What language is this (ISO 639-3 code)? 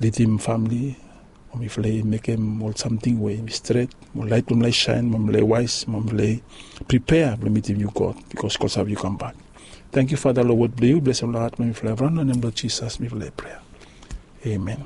bis